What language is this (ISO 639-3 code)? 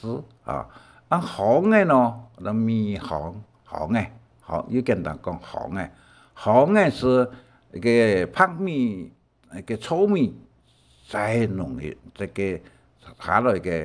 hak